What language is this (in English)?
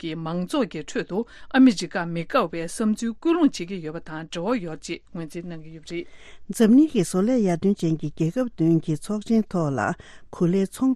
Tibetan